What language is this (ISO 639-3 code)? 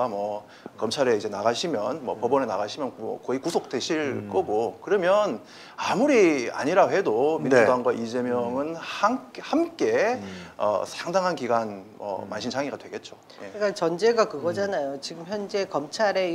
kor